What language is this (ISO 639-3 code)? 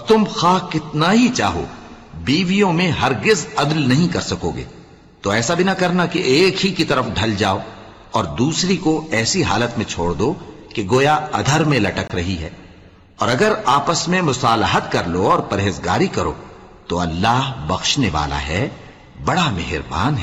urd